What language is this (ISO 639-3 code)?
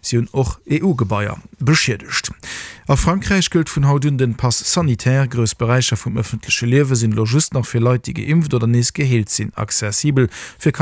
ltz